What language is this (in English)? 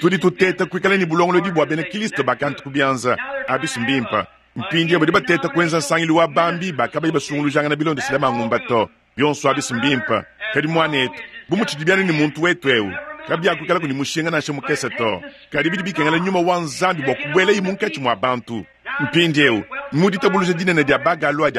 Luba-Lulua